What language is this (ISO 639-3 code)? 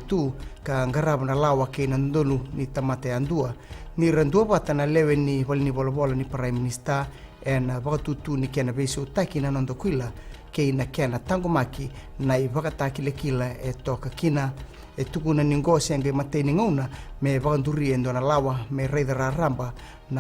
fij